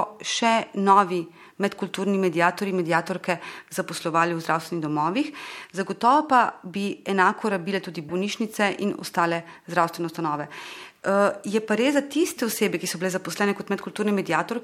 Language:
Slovenian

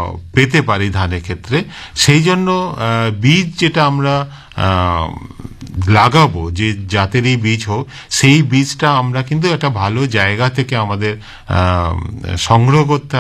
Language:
Bangla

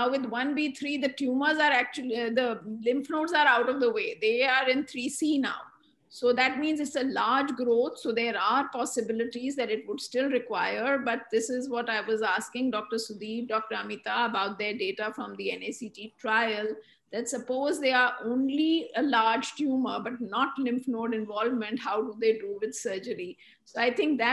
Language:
English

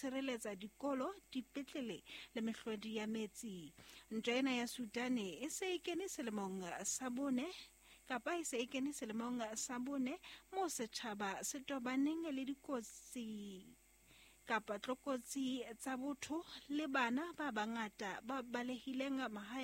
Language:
Southern Sotho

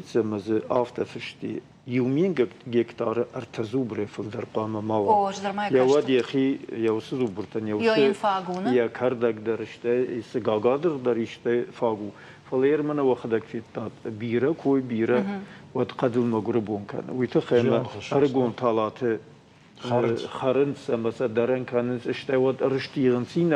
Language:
Ossetic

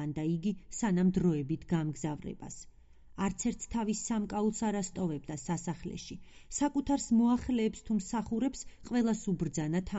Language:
Georgian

